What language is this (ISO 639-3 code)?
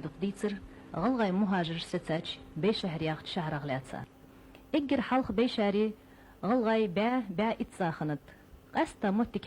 inh